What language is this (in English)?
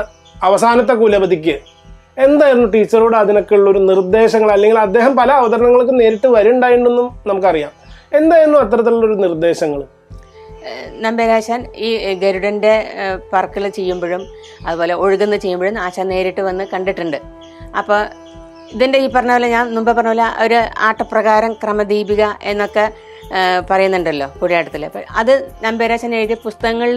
Malayalam